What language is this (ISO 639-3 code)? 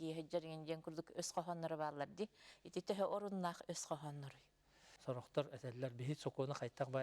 sah